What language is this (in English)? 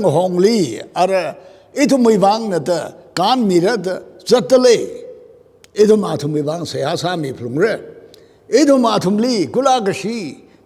Tangkhul Naga (India)